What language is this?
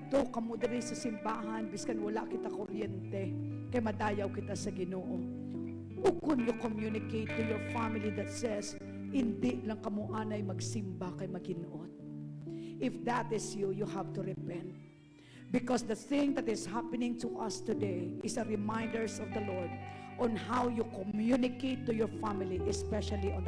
Hiligaynon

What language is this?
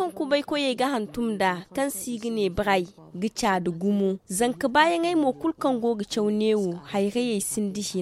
Zarma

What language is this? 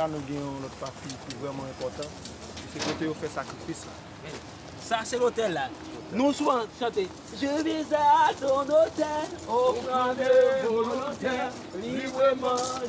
Haitian Creole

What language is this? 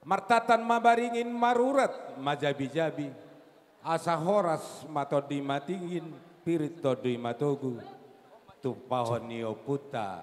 Batak Toba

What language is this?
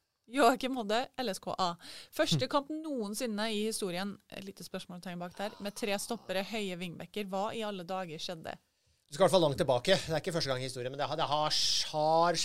Norwegian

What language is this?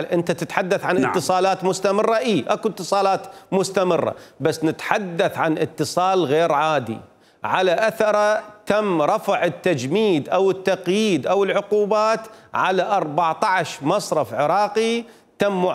Mesopotamian Arabic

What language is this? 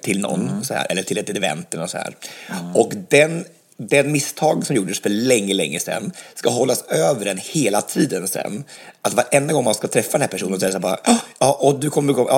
Swedish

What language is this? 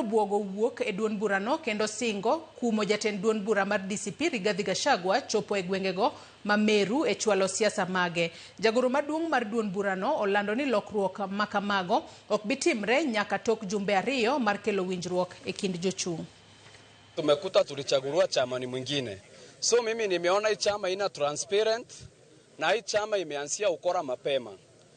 Luo (Kenya and Tanzania)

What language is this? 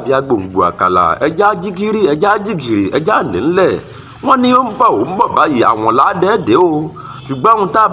Yoruba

